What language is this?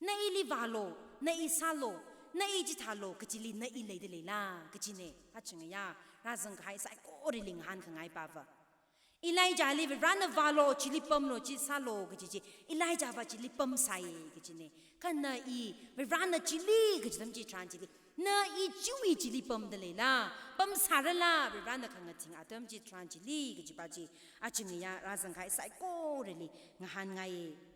Tangkhul Naga (India)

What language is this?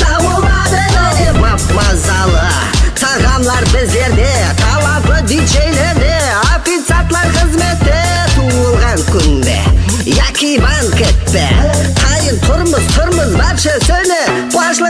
Kara-Kalpak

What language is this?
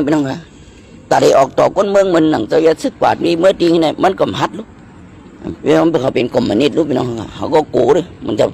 Shan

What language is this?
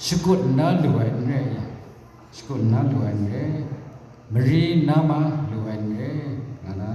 Kachin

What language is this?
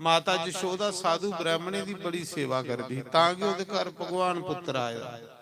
Dogri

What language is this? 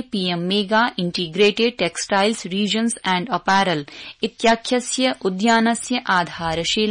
Sanskrit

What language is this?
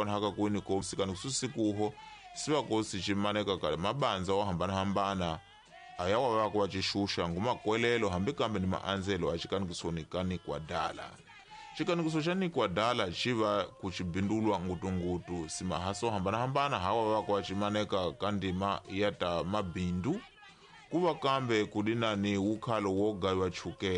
Tsonga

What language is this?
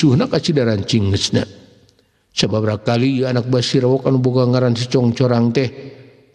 Sundanese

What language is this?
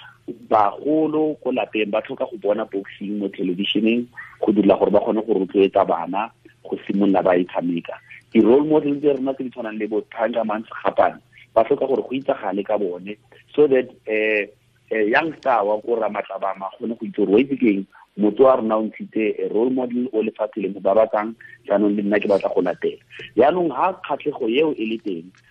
Tswana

